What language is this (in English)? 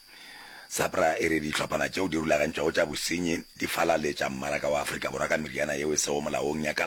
Northern Sotho